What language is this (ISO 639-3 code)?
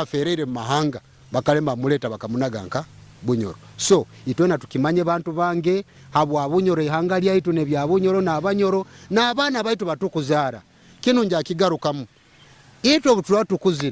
nyo